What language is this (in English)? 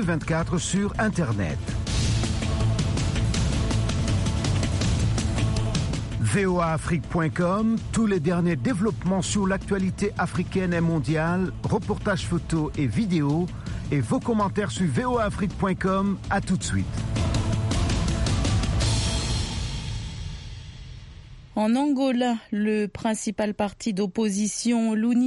French